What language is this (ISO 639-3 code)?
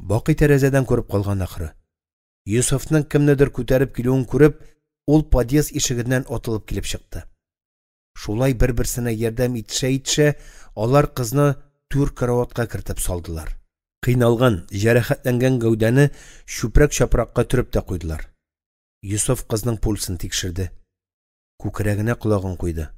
tat